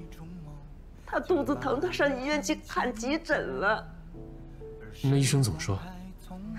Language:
Chinese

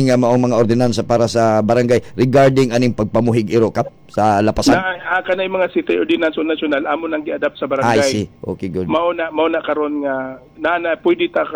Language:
Cebuano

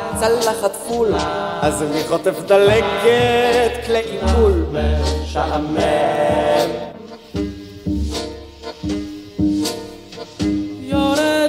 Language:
Hebrew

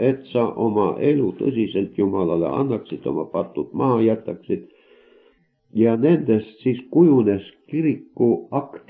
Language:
Estonian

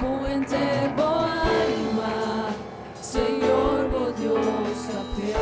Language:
Papiamento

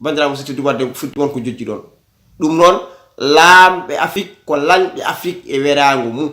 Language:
Fula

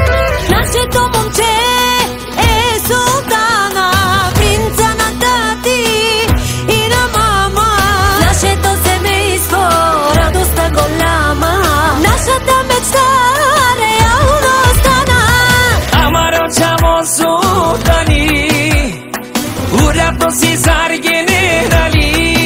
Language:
Bulgarian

